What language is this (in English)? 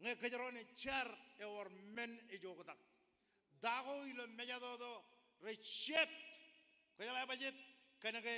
Marshallese